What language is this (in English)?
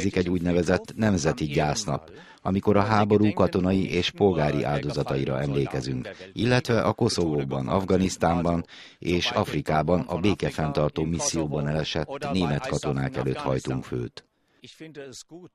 Hungarian